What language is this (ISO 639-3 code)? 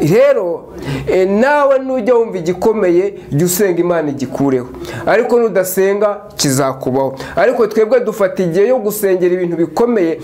kin